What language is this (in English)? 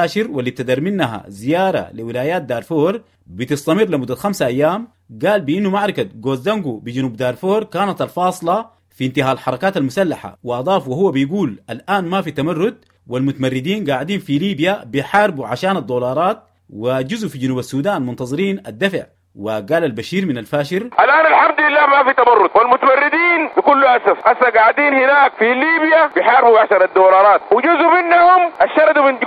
Sudanese Arabic